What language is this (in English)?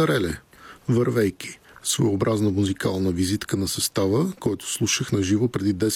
Bulgarian